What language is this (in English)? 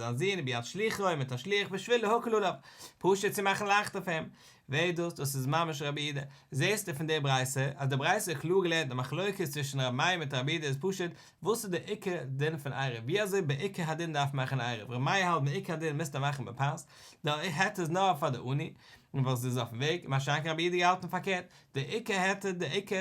Yiddish